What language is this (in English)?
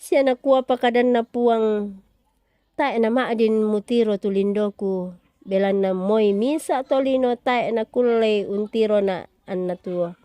Toraja-Sa'dan